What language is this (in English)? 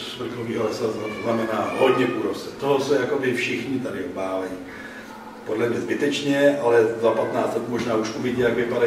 Czech